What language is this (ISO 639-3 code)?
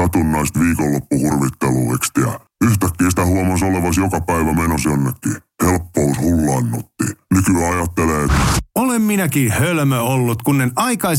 fin